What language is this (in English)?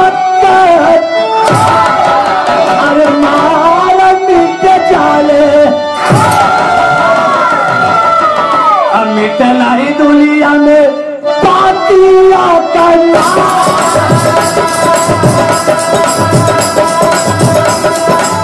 Bhojpuri